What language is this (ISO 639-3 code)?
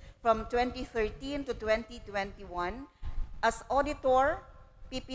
bik